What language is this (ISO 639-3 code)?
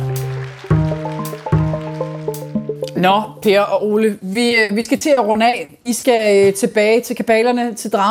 dan